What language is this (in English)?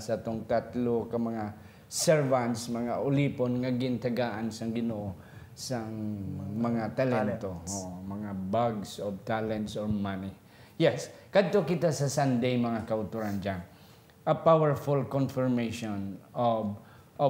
Hiligaynon